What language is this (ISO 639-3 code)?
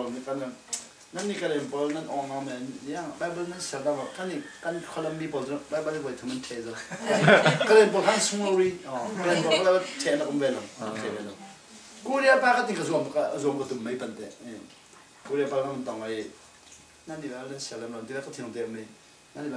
cfm